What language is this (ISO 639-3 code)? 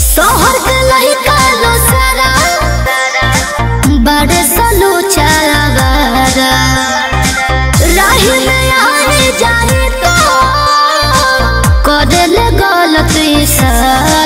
bho